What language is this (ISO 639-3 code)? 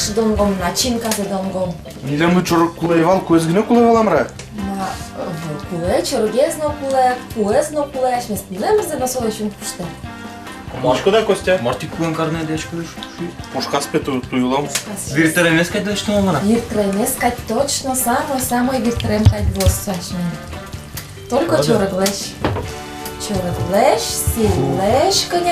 udm